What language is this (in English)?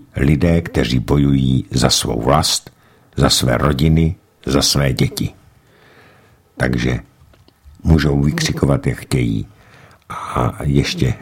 Czech